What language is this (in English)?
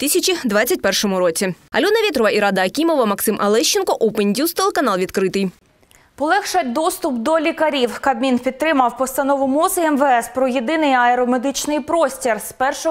Ukrainian